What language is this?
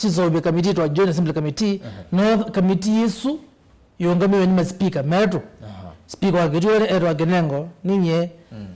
Kamba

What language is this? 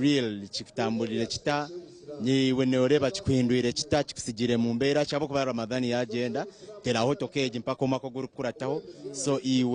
Nyankole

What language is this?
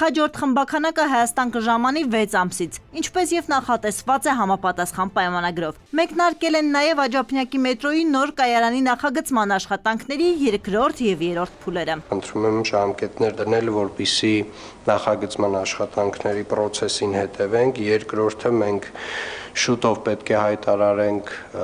Armenian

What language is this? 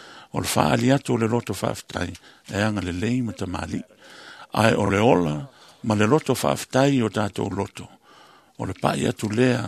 Samoan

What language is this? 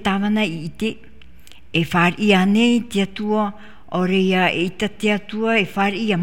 Tahitian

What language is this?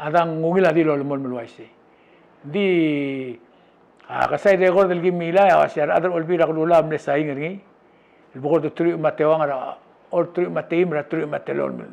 Palauan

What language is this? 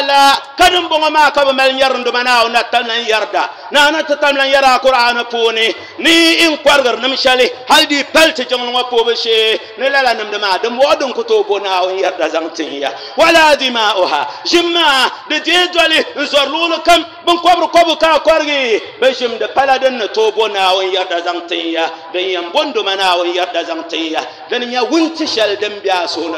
Dagbani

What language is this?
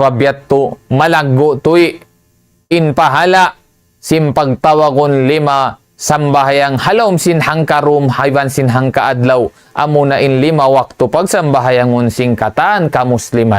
Tausug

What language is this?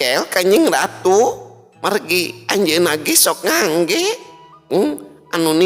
Sundanese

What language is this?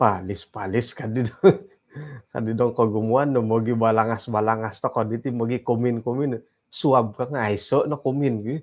Central Dusun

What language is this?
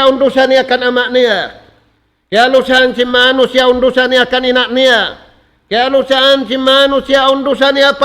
Tausug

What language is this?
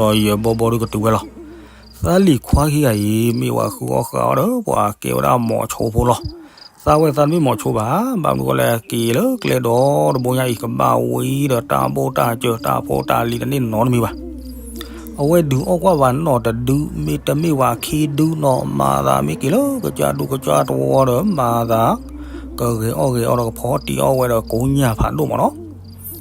S'gaw Karen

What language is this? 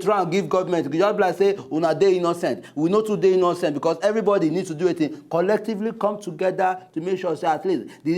Nigerian Pidgin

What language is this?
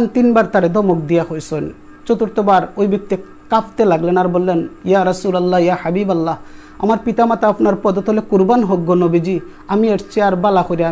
Sylheti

